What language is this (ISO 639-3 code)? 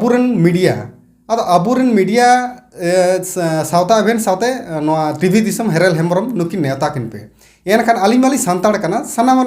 sat